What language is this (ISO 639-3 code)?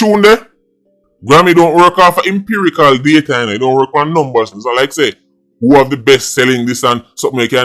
jam